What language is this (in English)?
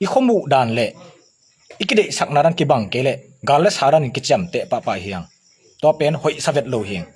Tedim Chin